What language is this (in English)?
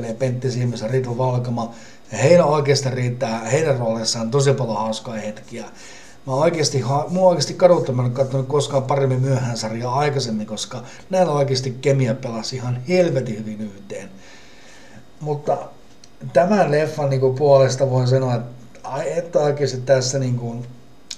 Finnish